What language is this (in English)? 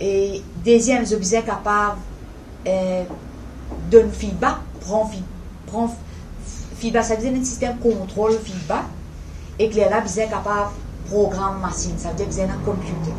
Morisyen